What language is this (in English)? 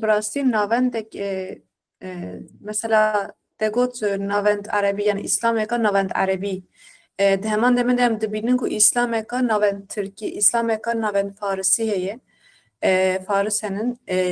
Kurdish